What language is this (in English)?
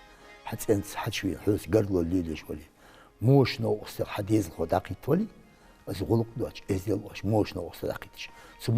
Ingush